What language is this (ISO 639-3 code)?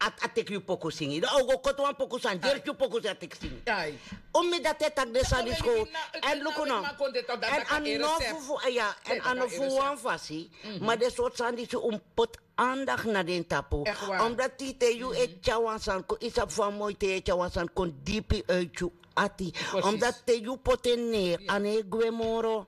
srn